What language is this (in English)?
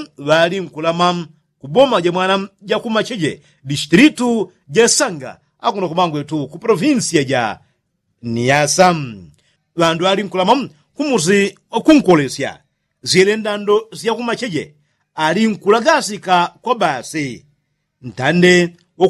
Yao